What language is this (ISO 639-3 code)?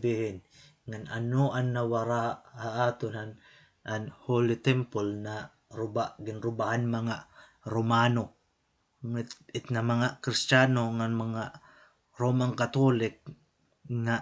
war